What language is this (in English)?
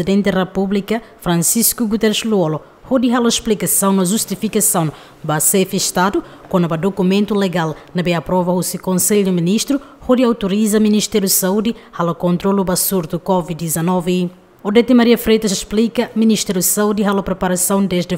Tetum